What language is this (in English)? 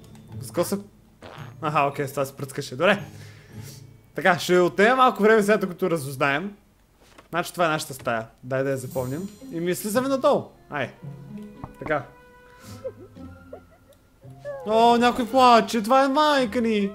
Bulgarian